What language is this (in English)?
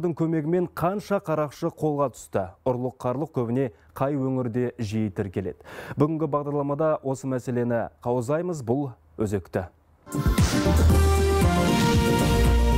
Kazakh